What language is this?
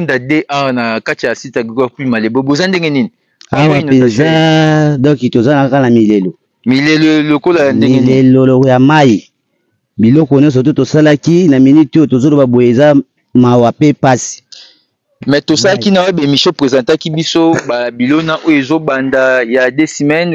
Lingala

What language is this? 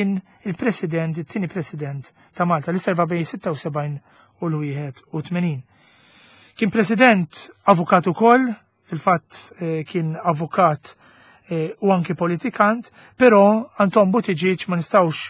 Maltese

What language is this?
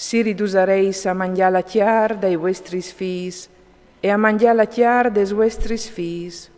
Friulian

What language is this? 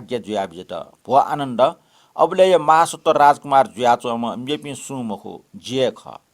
Newari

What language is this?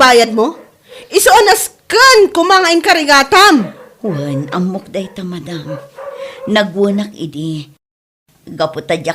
Iloko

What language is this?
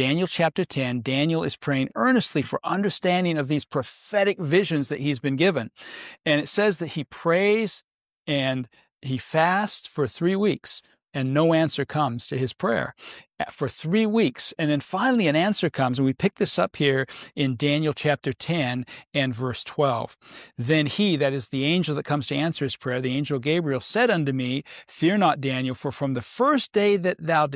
English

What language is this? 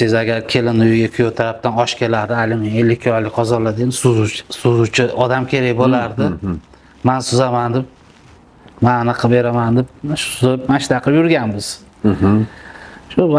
Uzbek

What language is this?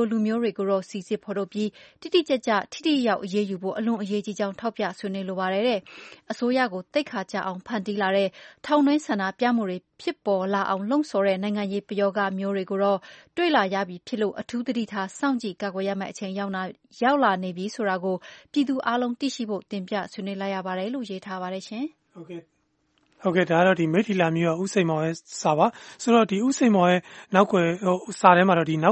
Burmese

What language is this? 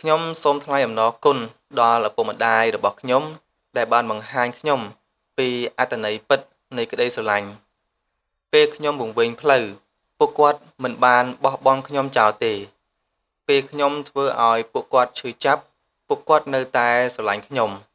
Khmer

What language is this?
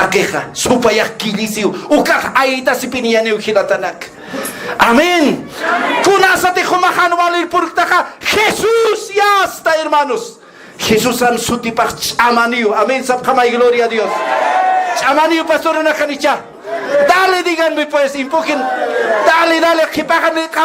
Aymara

